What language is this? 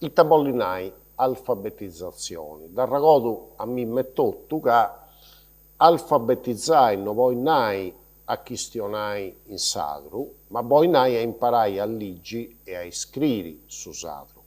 Sardinian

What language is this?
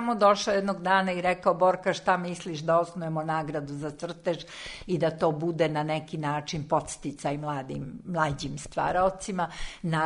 Serbian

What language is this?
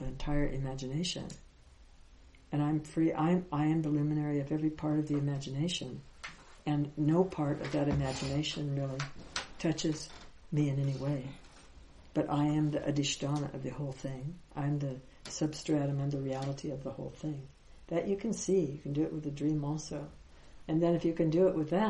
English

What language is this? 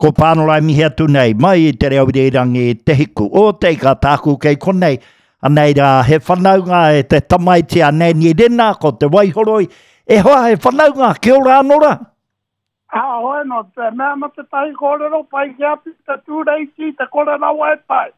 Māori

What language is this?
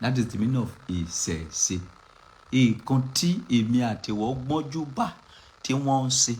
Yoruba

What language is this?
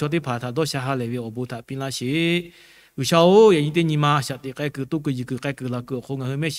Lahu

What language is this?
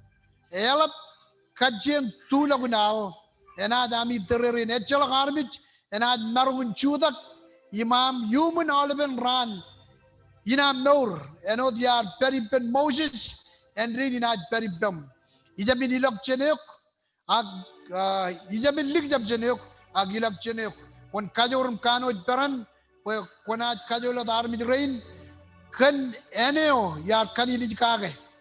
Marshallese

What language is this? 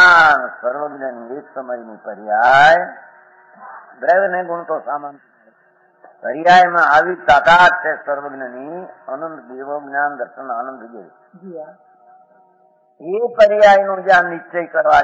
Gujarati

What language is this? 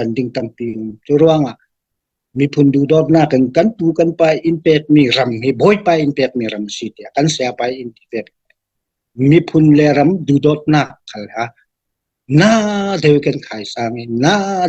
Falam Chin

